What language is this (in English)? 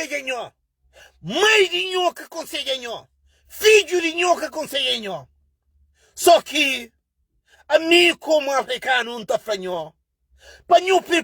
Kabuverdianu